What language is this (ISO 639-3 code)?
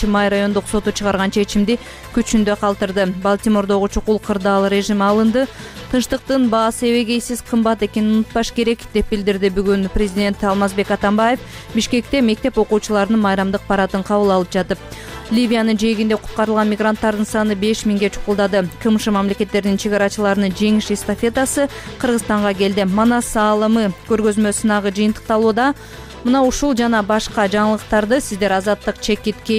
kir